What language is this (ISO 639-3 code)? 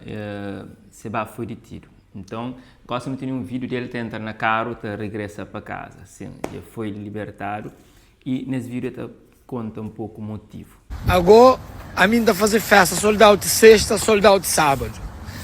kea